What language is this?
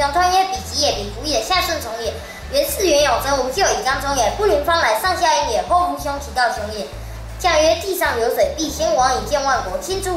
Literary Chinese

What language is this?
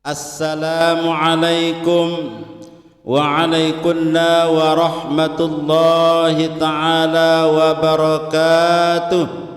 Sasak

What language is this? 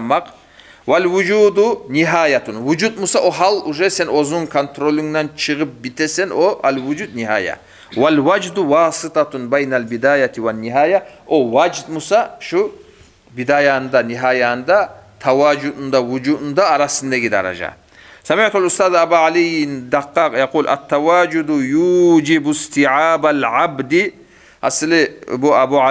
Kumyk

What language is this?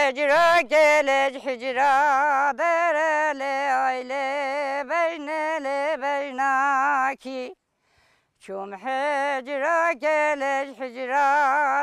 Kurdish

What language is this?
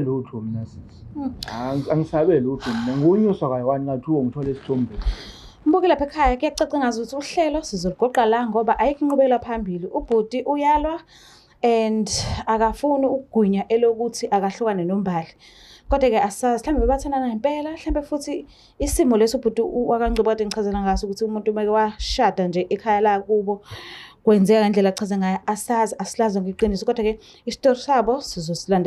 Zulu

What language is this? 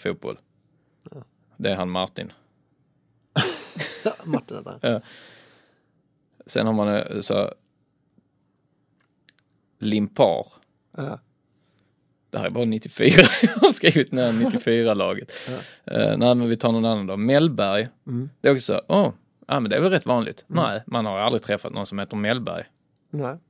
Swedish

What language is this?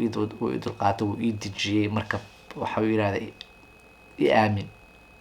Somali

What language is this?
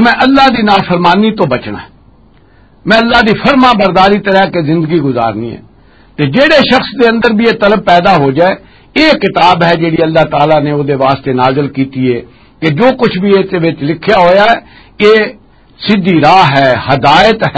Western Panjabi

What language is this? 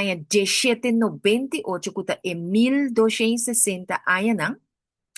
Papiamento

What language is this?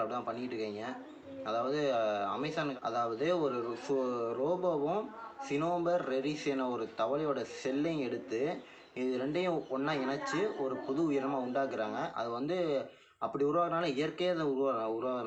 Tamil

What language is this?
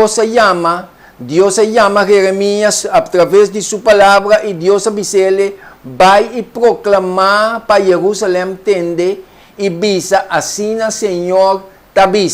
Papiamento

